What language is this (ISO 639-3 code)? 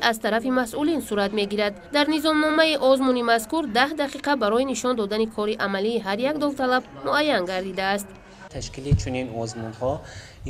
tgk